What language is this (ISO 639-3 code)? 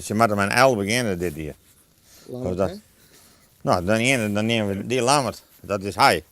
fry